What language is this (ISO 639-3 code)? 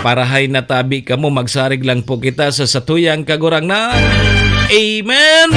bik